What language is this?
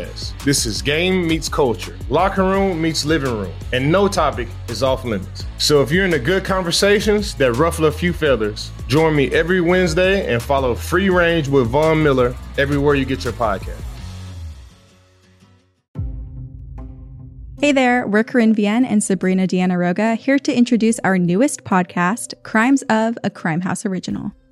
English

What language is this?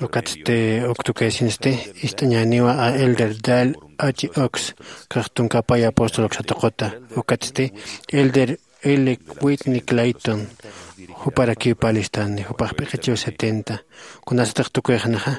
Aymara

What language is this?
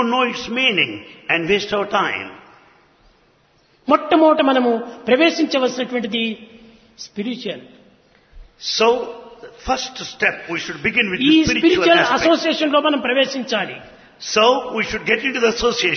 Telugu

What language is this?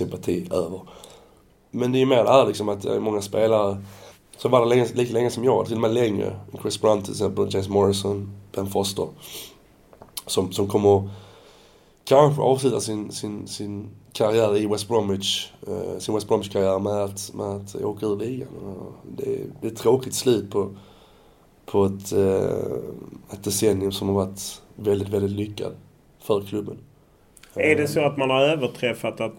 Swedish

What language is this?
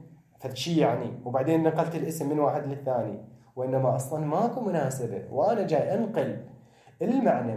Mesopotamian Arabic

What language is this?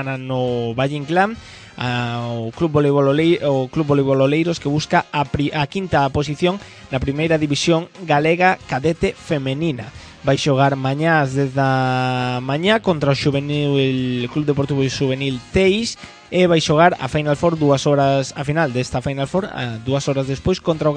Galician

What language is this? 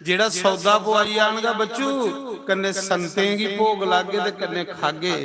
Dogri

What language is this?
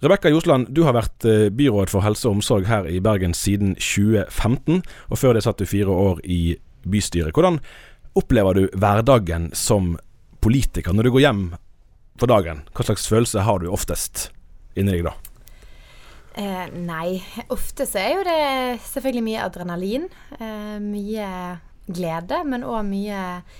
Norwegian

